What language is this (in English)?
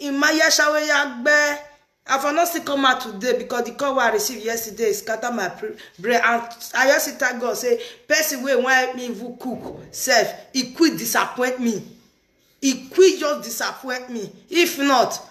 Nigerian Pidgin